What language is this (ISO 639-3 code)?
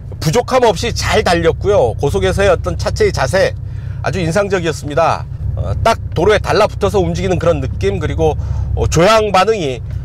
kor